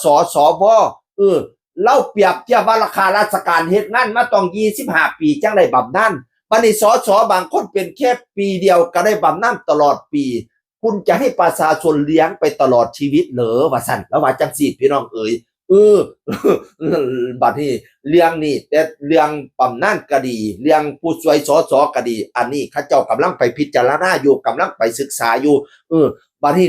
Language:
Northeastern Thai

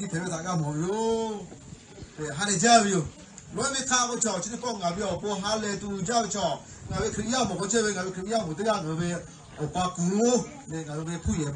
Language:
Lahu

